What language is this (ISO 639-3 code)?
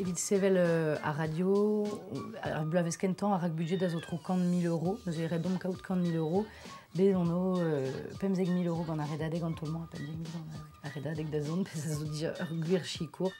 bre